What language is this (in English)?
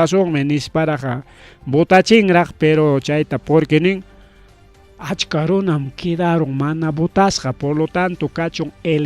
Ayacucho Quechua